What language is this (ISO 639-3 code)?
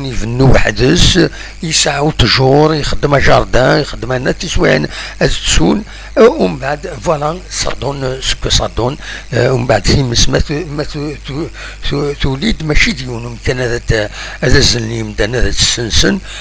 kab